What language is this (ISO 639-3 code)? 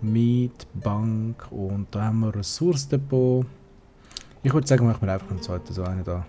gsw